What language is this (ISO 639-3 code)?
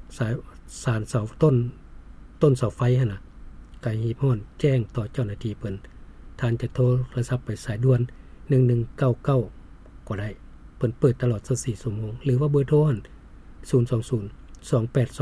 lao